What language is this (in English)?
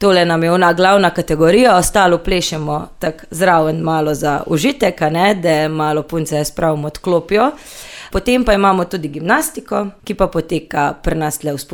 Slovenian